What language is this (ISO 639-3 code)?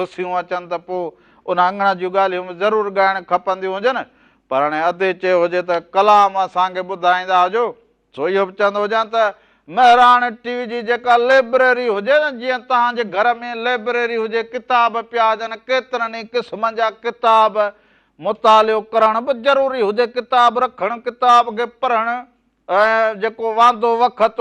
snd